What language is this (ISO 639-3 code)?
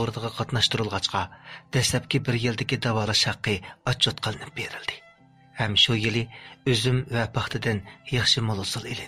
uig